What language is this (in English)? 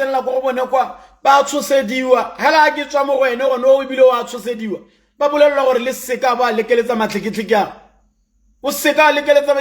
Tswana